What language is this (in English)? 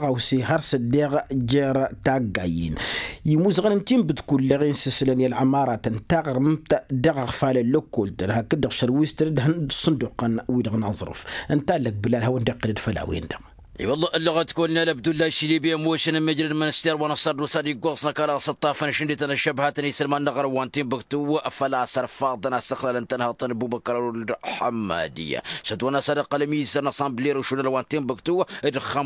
Tamasheq